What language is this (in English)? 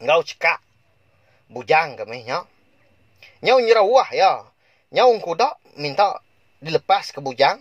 Iban